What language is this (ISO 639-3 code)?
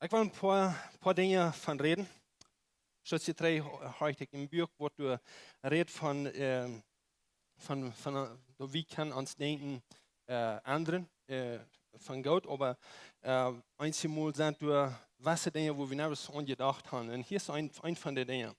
pdt